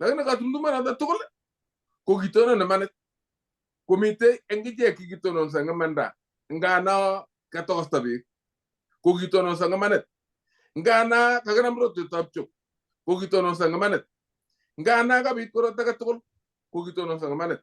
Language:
Kalenjin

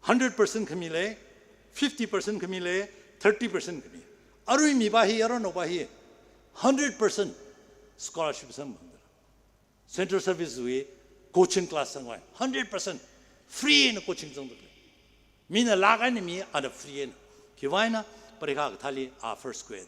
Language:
Tangkhul Naga (India)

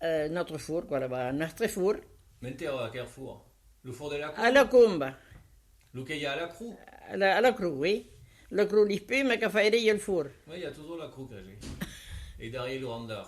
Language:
Occitan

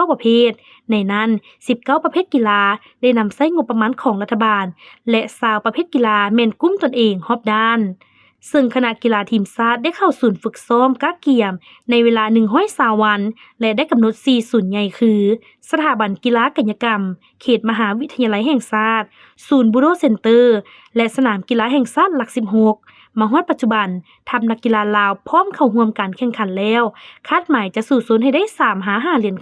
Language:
Lao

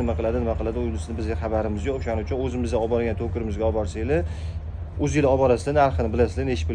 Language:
Uzbek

